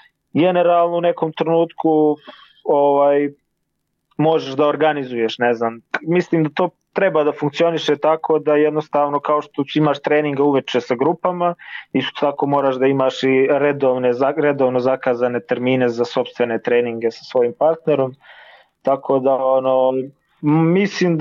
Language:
Serbian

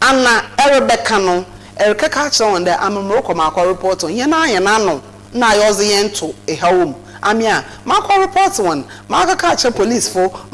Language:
Akan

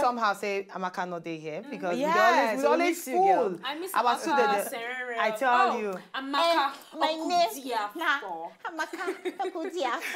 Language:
Nigerian Pidgin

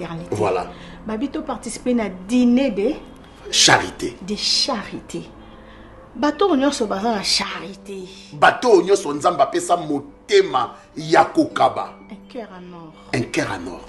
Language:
Lingala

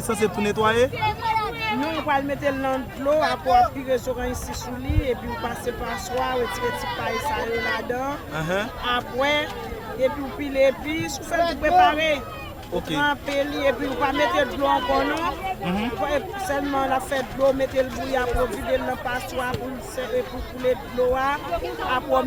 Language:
Haitian Creole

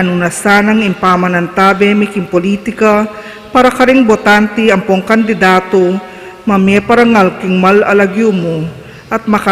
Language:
Pampanga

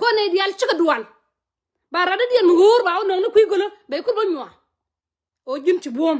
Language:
Nuer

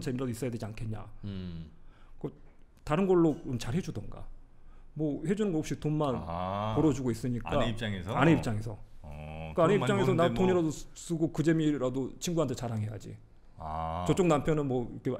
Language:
Korean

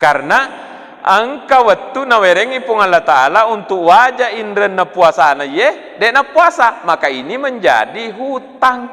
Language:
Buginese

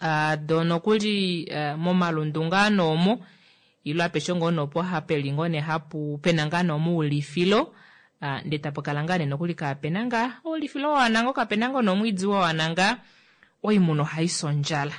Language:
Kuanyama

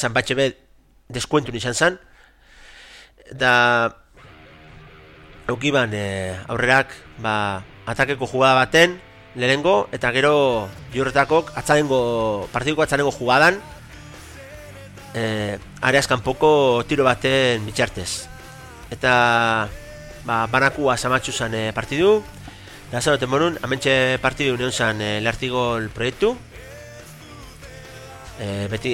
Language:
Basque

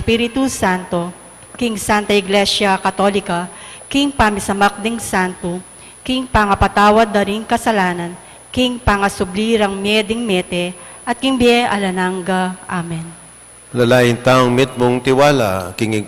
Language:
Pampanga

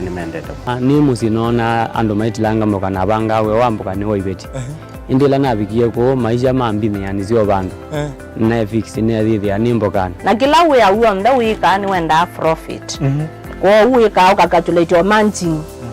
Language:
Kamba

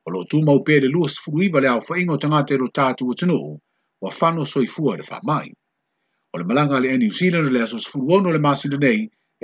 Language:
Samoan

